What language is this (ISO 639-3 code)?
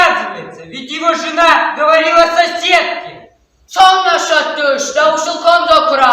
oss